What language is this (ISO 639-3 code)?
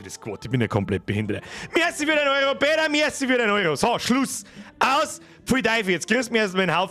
bar